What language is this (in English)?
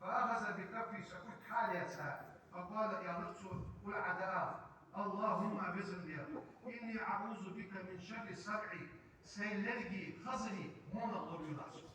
Ingush